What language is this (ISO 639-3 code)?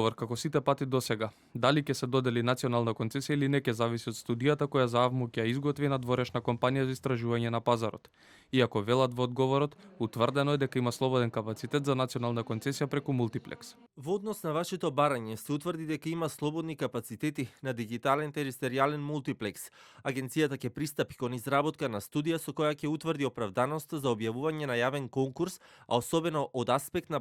mkd